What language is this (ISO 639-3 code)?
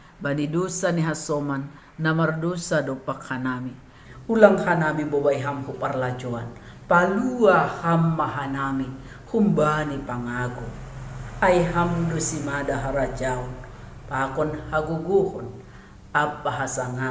bts